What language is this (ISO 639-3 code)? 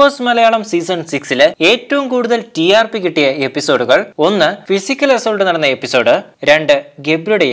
mal